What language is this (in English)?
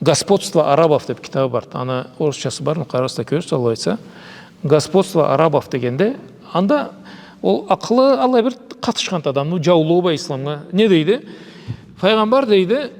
Karachay-Balkar